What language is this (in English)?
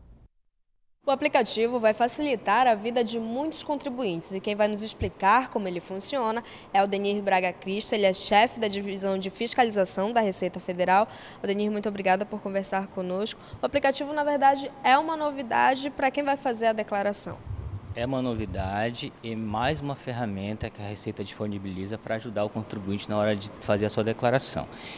Portuguese